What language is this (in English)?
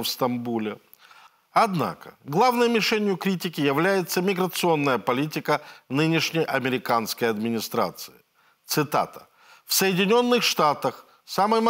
Russian